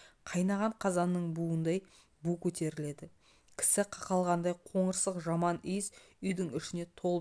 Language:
Kazakh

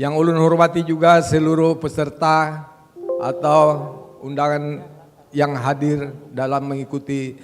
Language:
Banjar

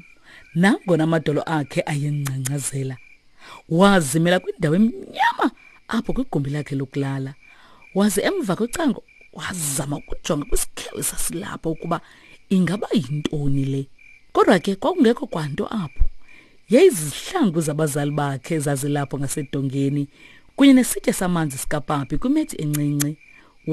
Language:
Xhosa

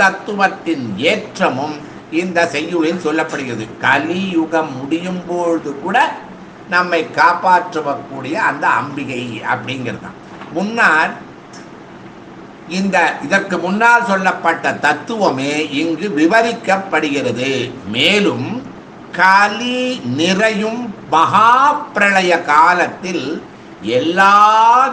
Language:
Tamil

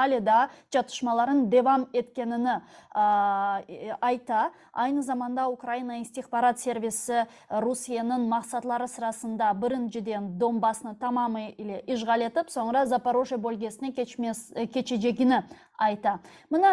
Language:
Crimean Tatar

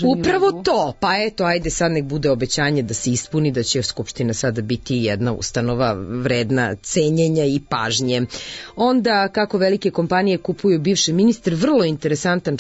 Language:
Serbian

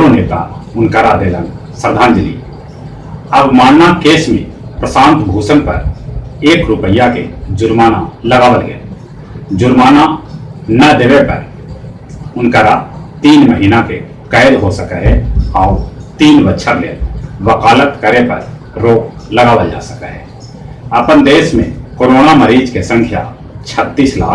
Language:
Magahi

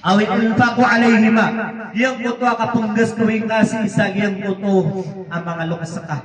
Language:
Maranao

